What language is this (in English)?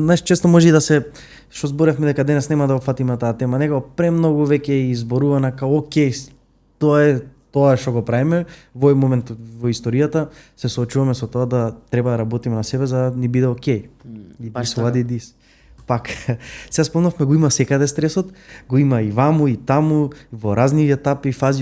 Macedonian